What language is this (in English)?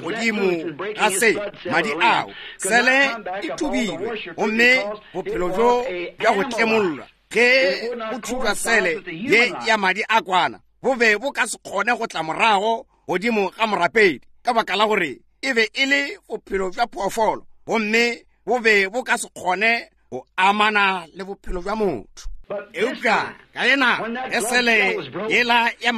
Northern Sotho